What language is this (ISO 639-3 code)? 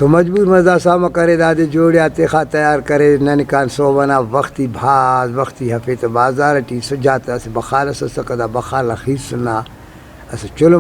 brh